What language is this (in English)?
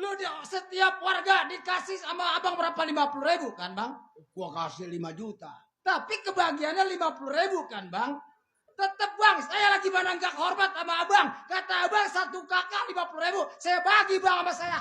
Betawi